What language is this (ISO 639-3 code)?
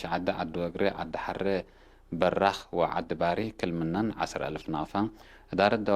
tig